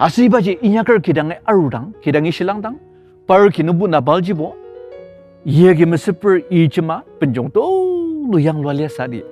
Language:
Ao Naga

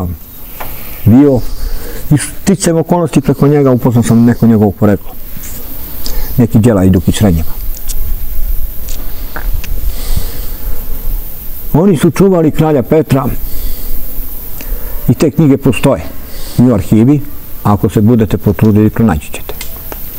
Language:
Serbian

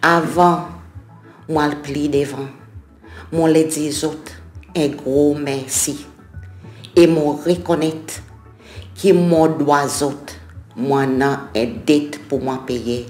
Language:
Seselwa Creole French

